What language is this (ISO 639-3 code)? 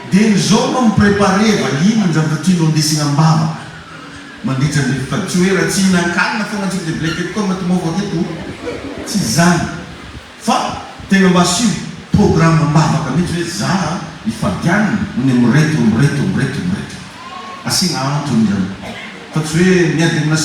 mlg